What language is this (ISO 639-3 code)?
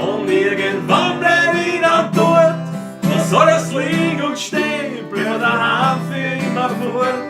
bar